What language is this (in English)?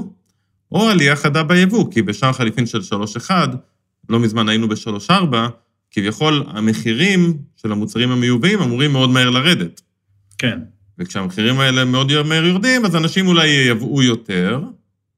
Hebrew